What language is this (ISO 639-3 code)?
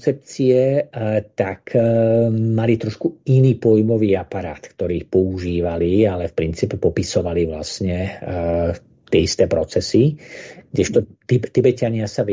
slk